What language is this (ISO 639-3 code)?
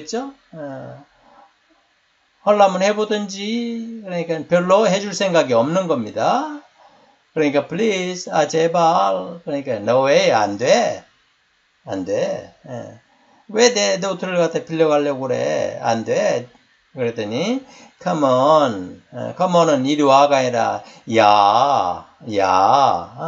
kor